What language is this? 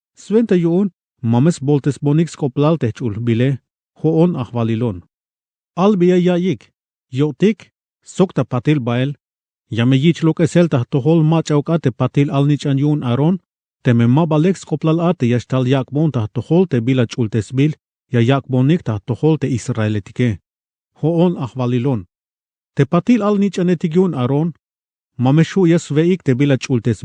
Tzeltal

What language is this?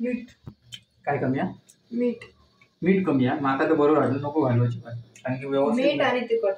Konkani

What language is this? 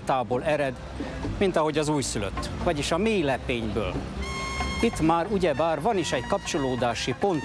Hungarian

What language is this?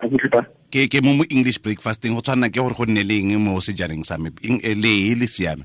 Tswana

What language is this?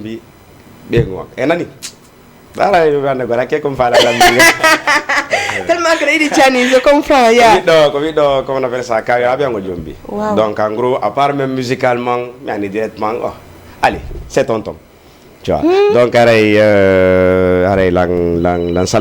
Fula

